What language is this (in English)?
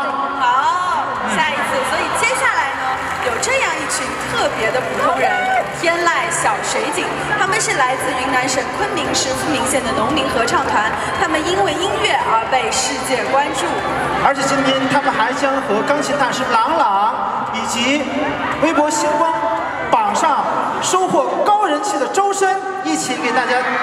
Chinese